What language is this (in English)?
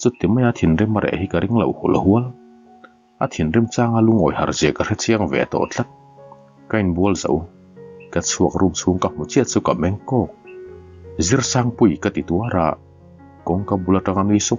Mizo